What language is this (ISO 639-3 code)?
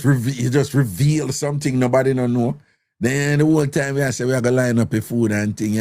jam